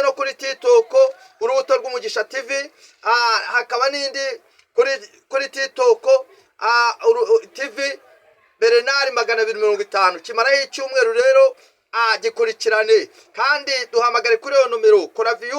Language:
Kinyarwanda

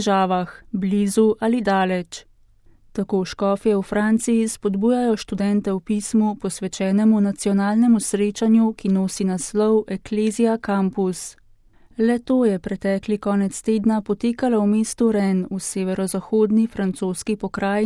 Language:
Slovenian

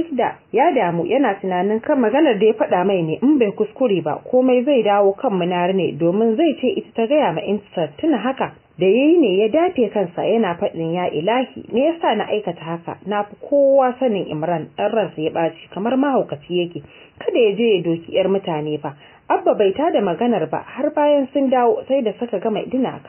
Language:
Hausa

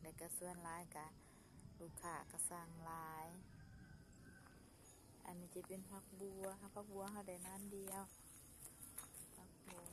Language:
Lao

